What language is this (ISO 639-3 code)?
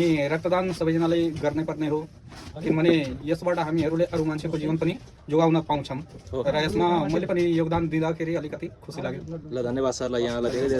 nep